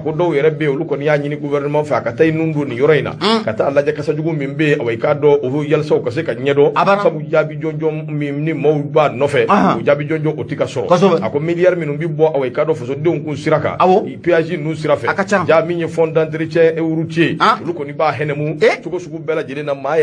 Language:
Bambara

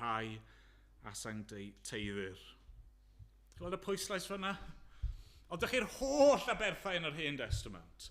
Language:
Welsh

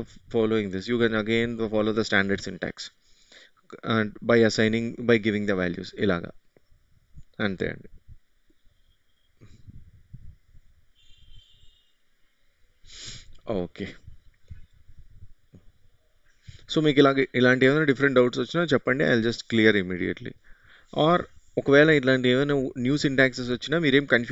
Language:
Telugu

